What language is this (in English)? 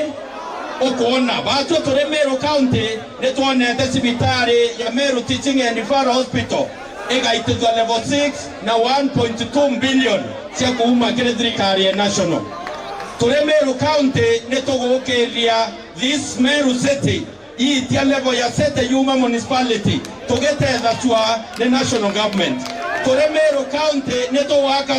Meru